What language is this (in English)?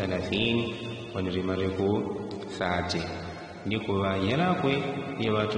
Yao